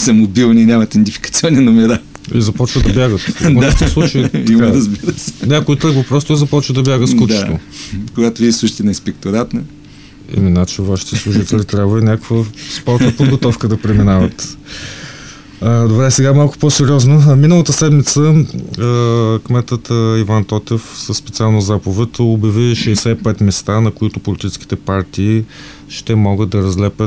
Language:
Bulgarian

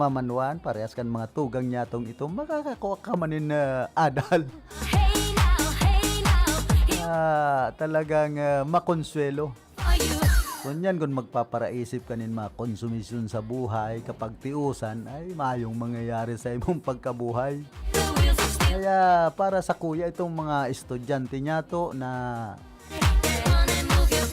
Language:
Bikol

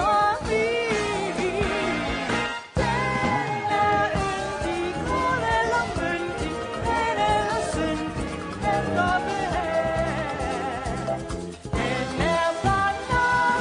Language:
Danish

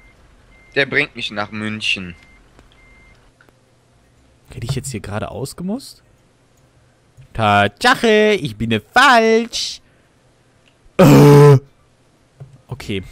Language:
German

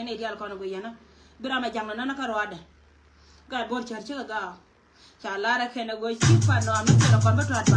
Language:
Nuer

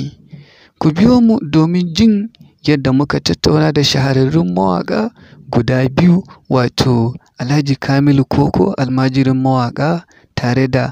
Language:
Hausa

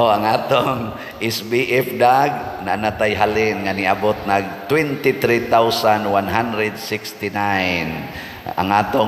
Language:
Cebuano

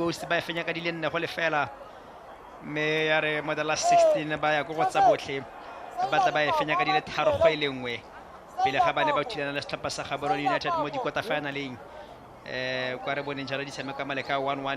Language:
Tswana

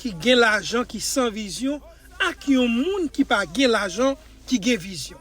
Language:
Haitian Creole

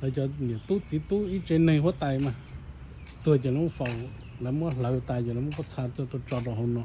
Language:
Hmong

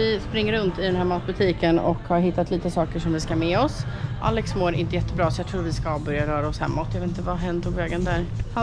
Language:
Swedish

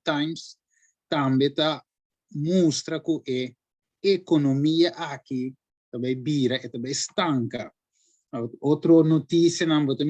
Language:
Papiamento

